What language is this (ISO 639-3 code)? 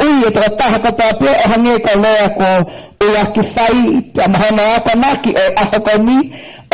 ton